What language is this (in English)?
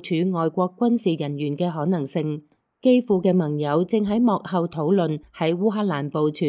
Cantonese